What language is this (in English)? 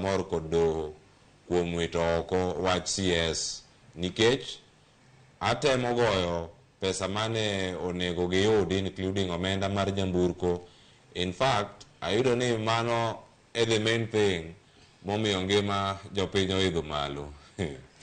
Luo (Kenya and Tanzania)